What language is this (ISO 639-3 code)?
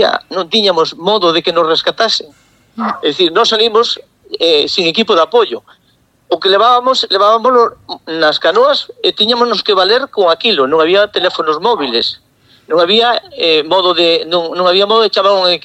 glg